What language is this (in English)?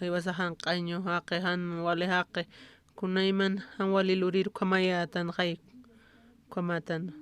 Aymara